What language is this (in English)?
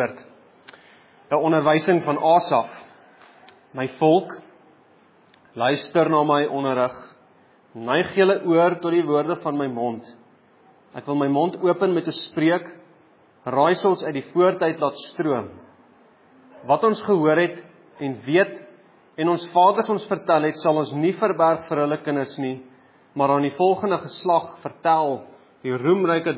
Afrikaans